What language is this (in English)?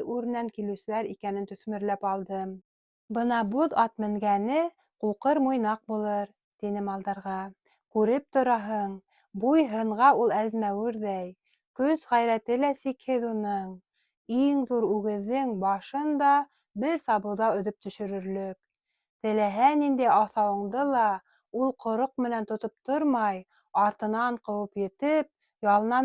Bashkir